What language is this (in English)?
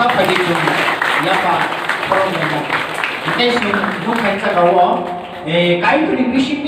Kok Borok